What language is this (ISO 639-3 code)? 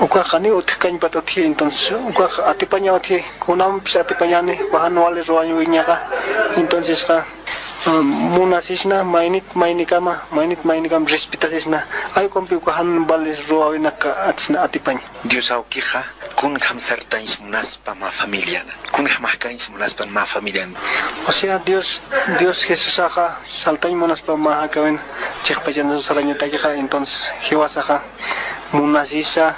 quh